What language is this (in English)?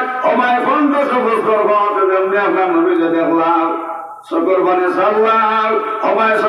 Sylheti